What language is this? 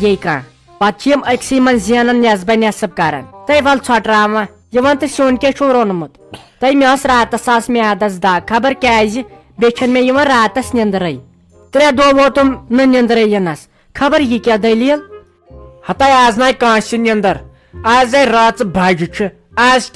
Kashmiri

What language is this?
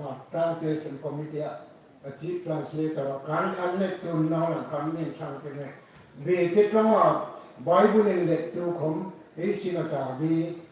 Hmar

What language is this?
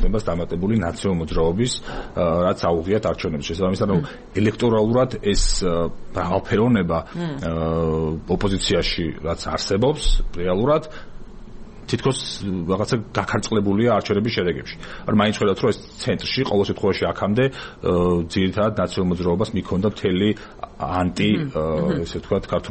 Georgian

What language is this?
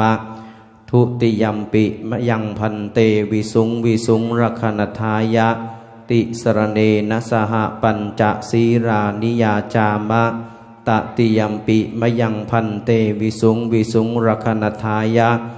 Thai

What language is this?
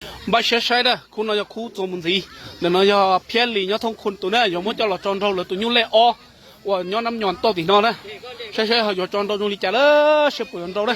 Hmong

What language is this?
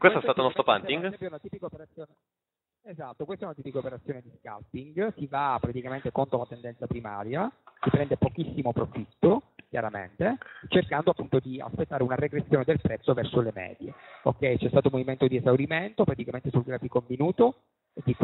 Italian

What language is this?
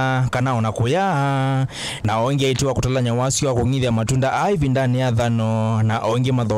Kamba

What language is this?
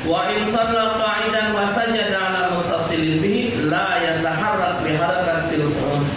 Musi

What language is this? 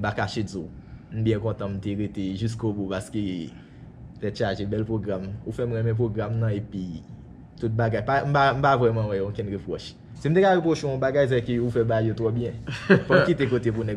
Haitian Creole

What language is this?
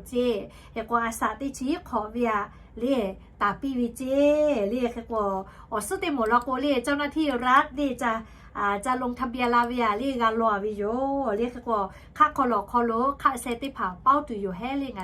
Lahu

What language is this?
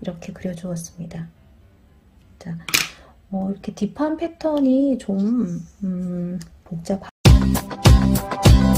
Korean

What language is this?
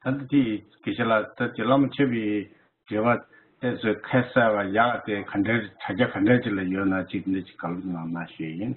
Tibetan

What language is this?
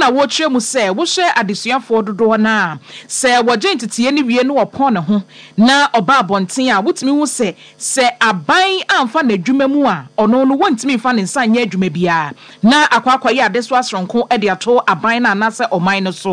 Akan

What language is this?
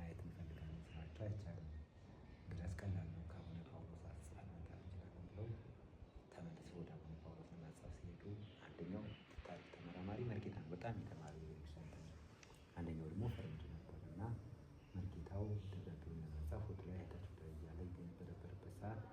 Amharic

